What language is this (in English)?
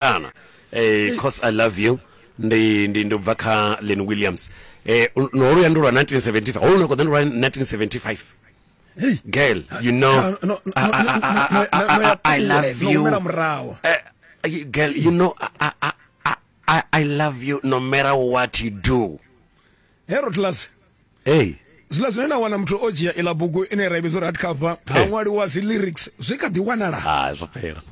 Venda